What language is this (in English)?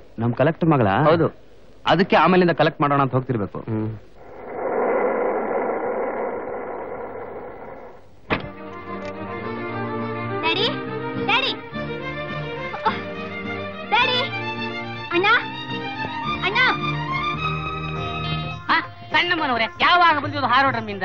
Kannada